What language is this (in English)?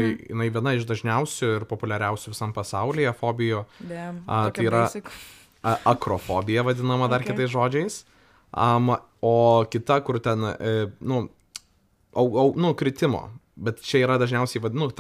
Lithuanian